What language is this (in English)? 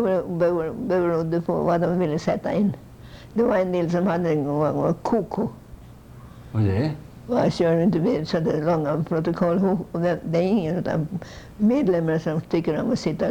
Swedish